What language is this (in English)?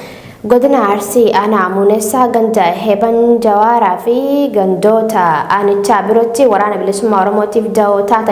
Oromo